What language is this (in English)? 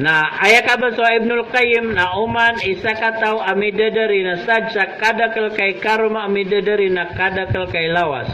Maranao